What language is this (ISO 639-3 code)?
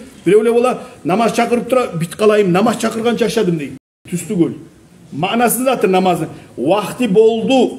kum